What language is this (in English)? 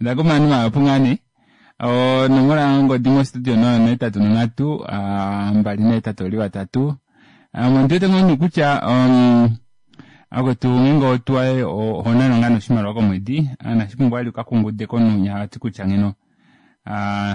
Kuanyama